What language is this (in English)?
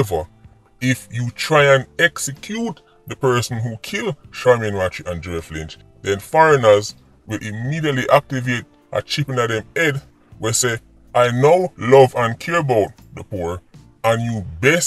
Jamaican Creole English